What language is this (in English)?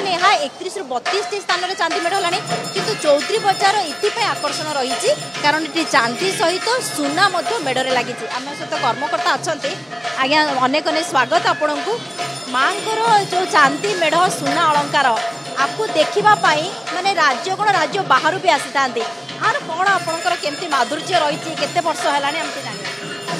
Odia